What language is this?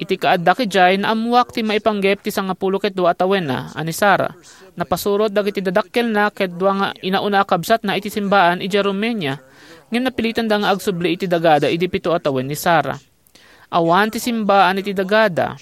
Iloko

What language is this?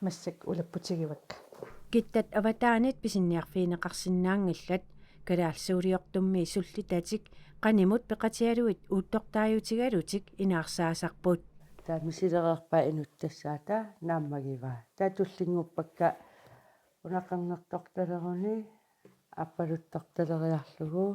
Kalaallisut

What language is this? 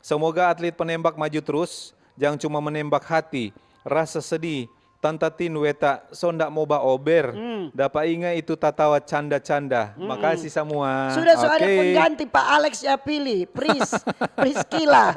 Manado Malay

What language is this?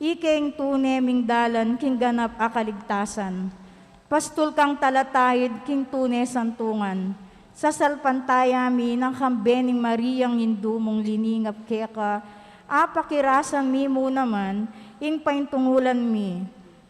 Pampanga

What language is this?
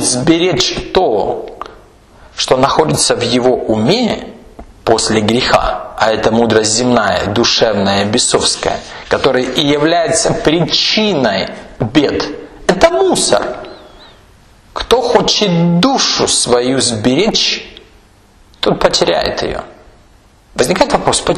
Russian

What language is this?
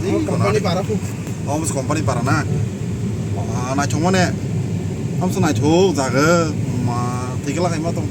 Kok Borok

